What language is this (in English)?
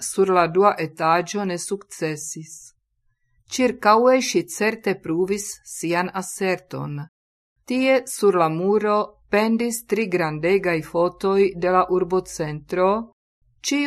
Esperanto